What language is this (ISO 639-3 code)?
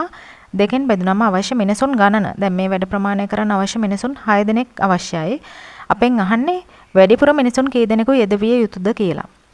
sin